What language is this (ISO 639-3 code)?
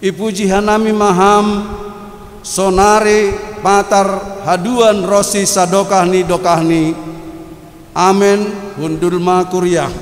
bts